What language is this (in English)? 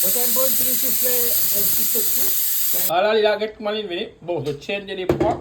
Morisyen